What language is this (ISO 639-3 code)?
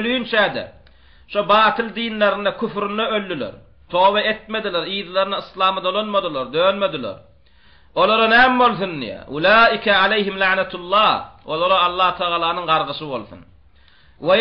tuk